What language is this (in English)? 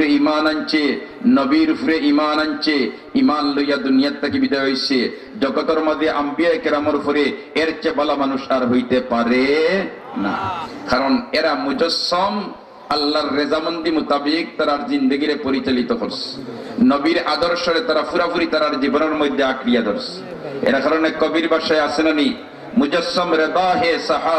Sylheti